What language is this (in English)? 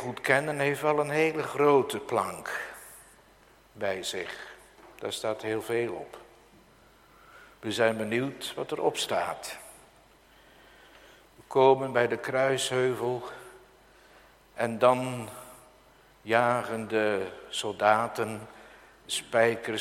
Dutch